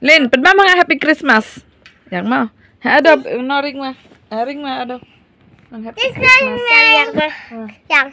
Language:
Khasi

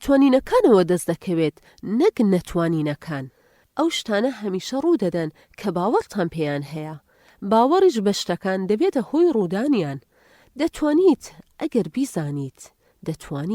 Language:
Central Kurdish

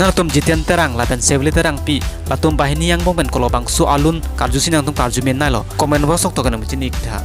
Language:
Karbi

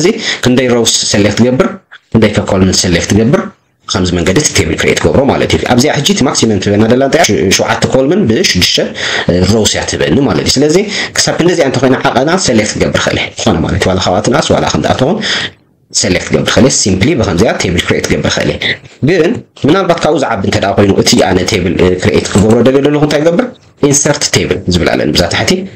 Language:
Tigrinya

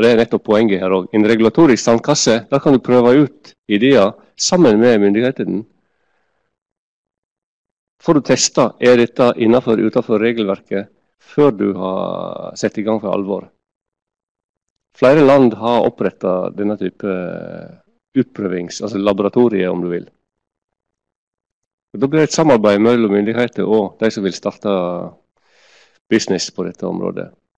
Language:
Norwegian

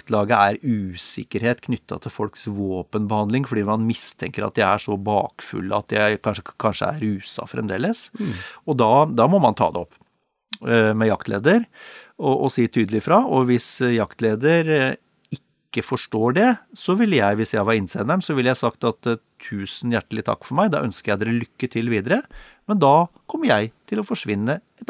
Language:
Norwegian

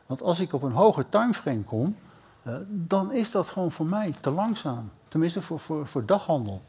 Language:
Dutch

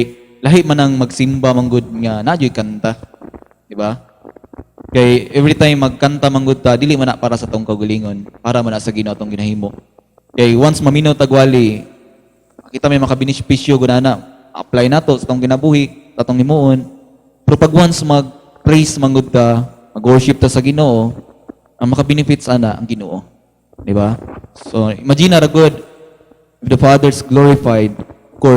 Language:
Cebuano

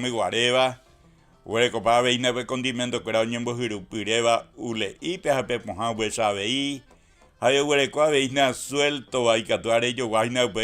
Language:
Guarani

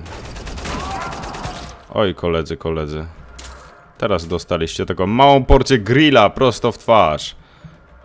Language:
Polish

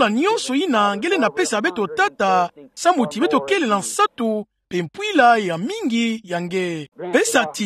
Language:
Kituba (Democratic Republic of Congo)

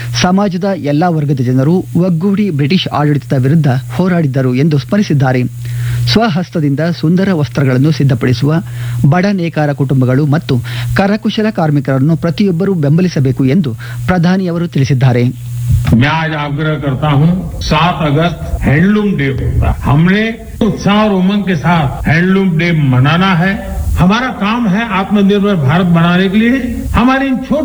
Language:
Kannada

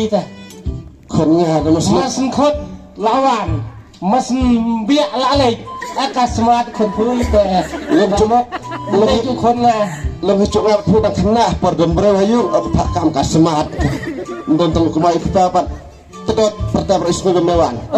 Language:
Khasi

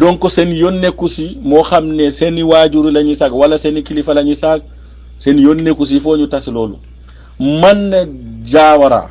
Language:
Wolof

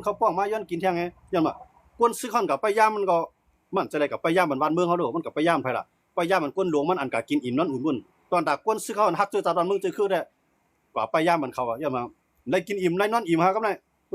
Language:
Shan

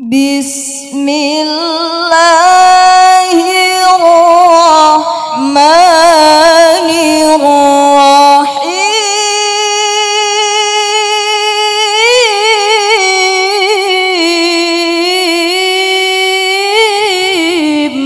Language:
Madurese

